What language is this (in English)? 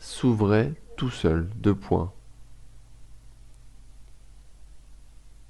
French